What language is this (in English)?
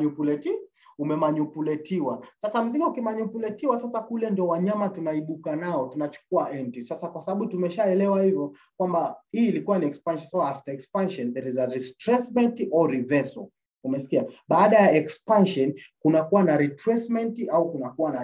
Swahili